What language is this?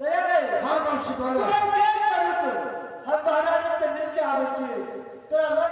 Maithili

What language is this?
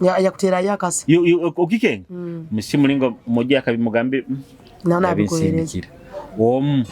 Nyoro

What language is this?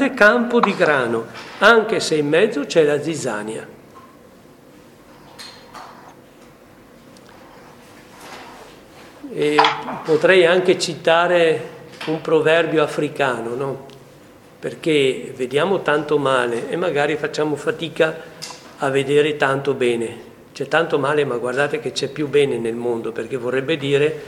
Italian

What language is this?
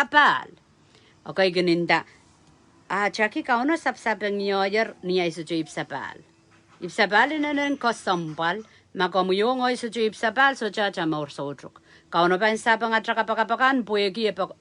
Pohnpeian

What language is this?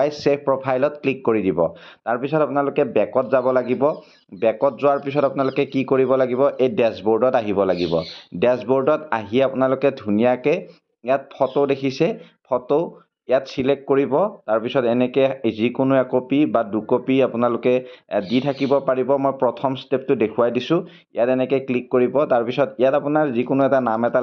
Assamese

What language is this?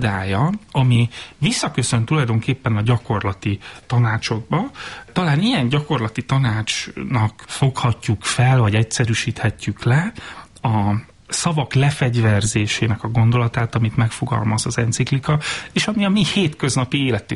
Hungarian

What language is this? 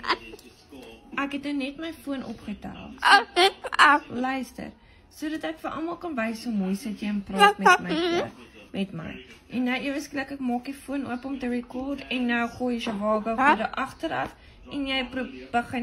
Afrikaans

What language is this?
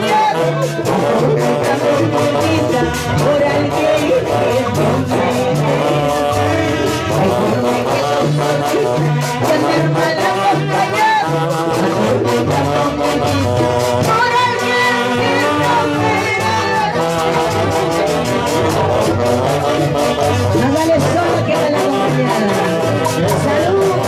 Spanish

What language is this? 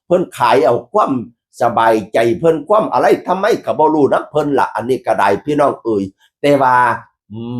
Northeastern Thai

